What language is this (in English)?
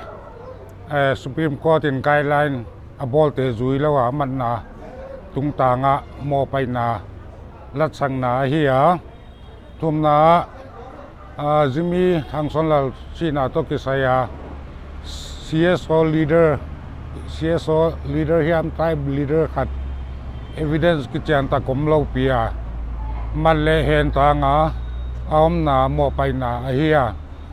Paite Chin